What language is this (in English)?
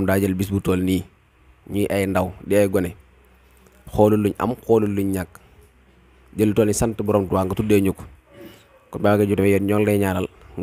Wolof